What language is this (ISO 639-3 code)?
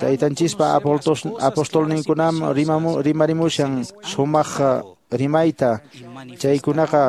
que